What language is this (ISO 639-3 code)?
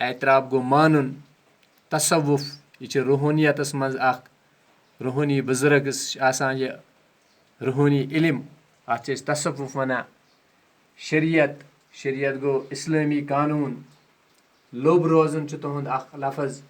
kas